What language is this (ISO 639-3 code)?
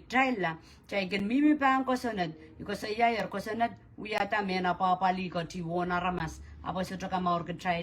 pon